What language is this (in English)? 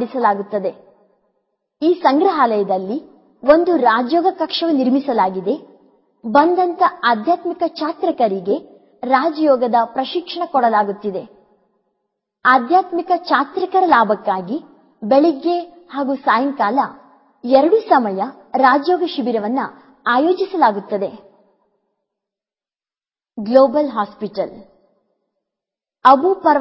Kannada